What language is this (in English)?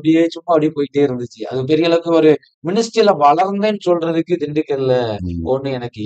Tamil